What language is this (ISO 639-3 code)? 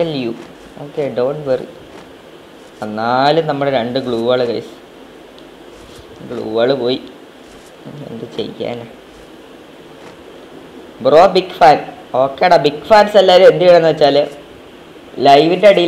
mal